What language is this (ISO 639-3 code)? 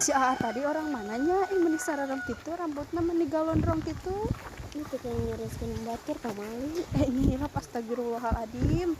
sun